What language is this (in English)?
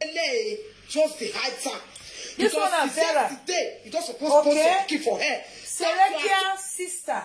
Nigerian Pidgin